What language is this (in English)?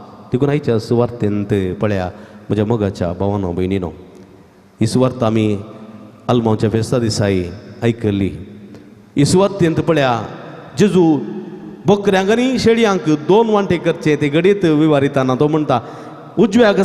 Konkani